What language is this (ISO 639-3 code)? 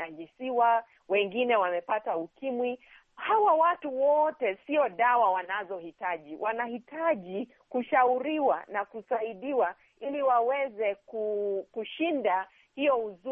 swa